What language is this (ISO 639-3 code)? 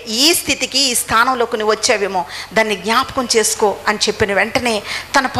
tel